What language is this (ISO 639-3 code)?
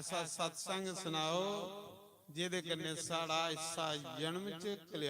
doi